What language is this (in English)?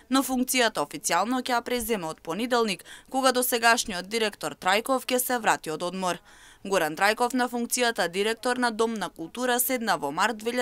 Macedonian